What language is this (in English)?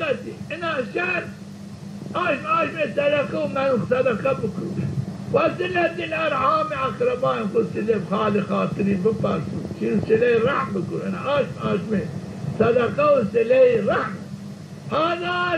Zaza